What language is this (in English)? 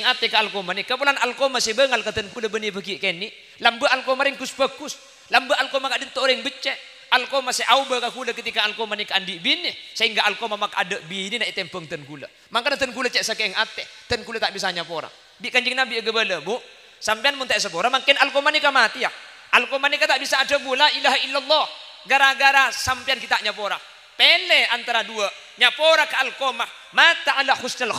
Madurese